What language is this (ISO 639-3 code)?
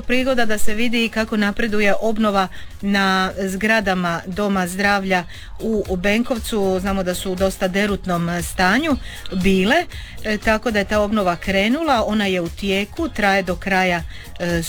hrv